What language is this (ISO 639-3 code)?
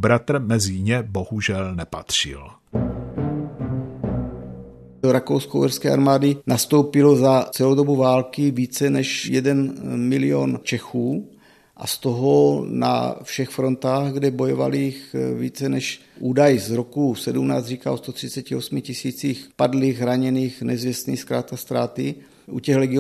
ces